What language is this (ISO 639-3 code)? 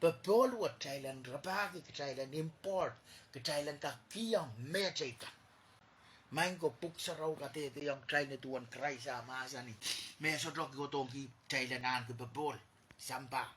pon